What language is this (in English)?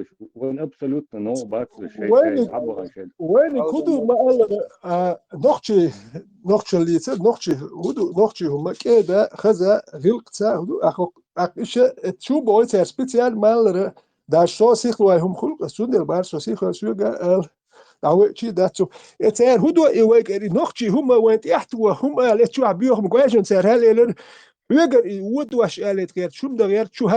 Chechen